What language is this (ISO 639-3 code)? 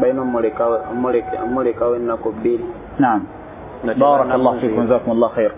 lug